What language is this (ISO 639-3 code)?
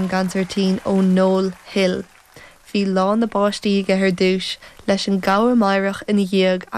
gle